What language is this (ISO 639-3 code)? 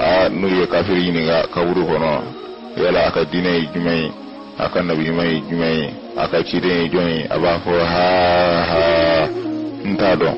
bam